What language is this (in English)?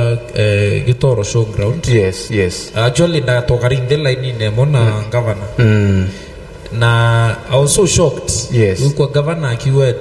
Meru